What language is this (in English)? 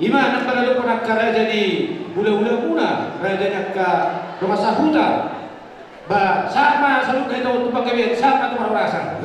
Batak Toba